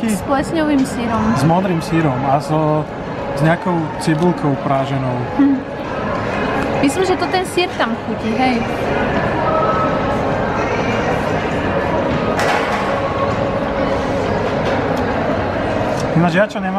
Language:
Slovak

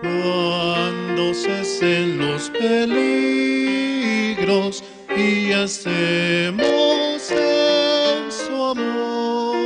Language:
Aymara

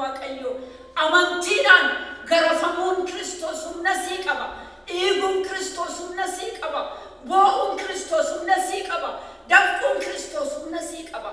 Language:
Oromo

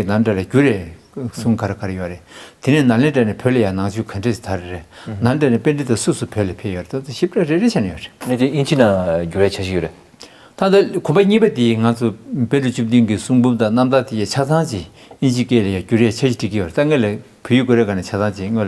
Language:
Tibetan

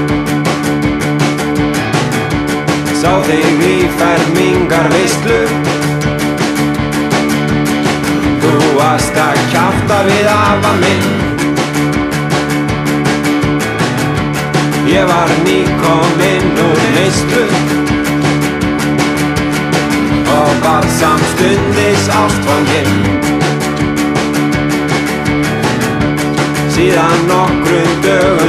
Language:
Icelandic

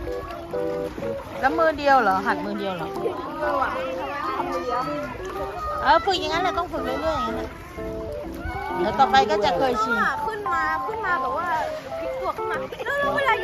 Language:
Thai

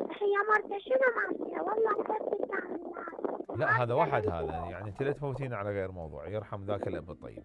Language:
Mesopotamian Arabic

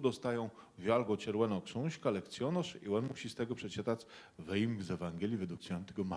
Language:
Kashubian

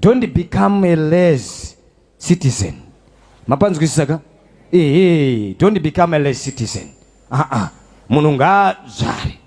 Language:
Shona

